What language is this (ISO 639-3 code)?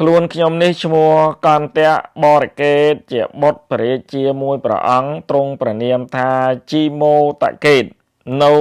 khm